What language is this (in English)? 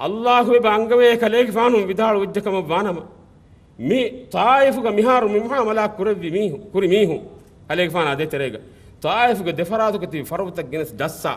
Divehi